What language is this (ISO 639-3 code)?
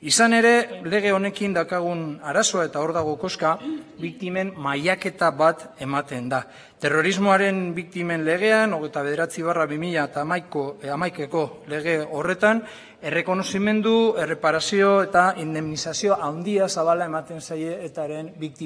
eus